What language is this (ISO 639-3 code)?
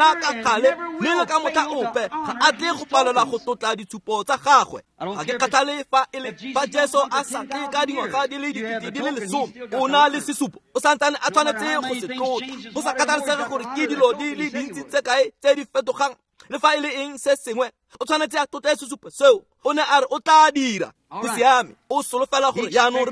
tsn